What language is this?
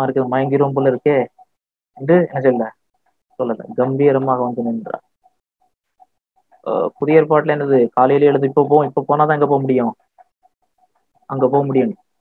Tamil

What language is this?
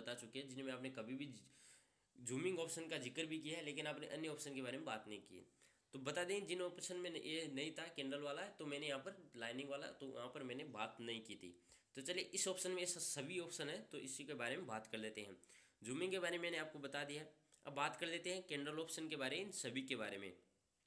Hindi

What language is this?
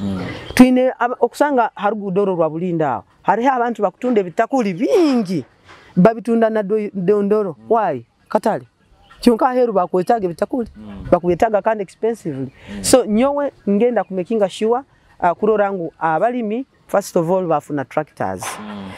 Nyoro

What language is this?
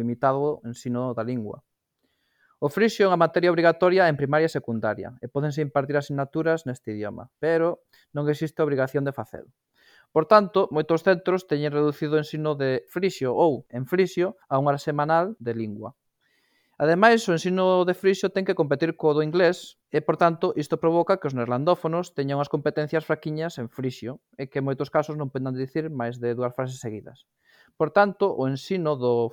Galician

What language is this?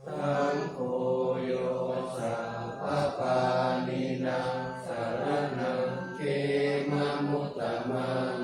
Pali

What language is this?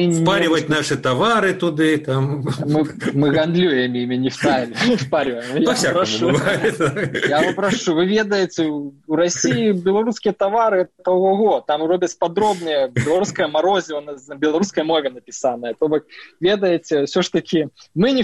Belarusian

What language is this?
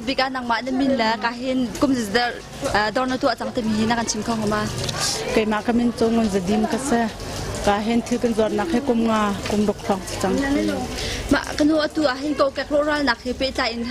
Hakha Chin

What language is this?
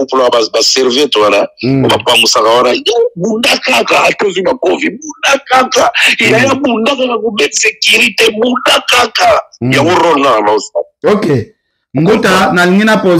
Lingala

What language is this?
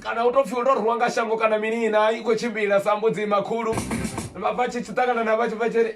Venda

